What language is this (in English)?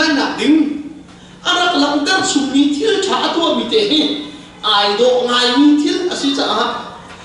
Hakha Chin